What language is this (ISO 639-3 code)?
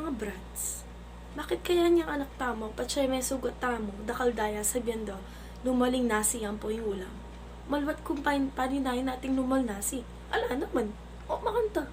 pam